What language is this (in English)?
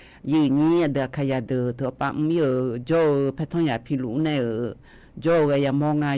Akha